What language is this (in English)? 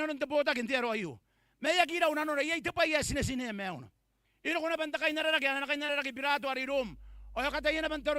Gilbertese